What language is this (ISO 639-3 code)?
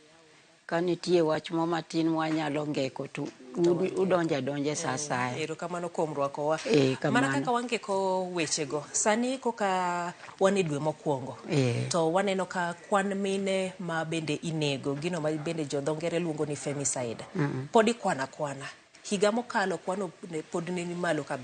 luo